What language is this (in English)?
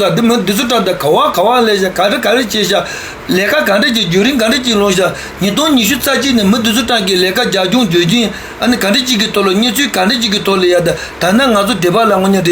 Tibetan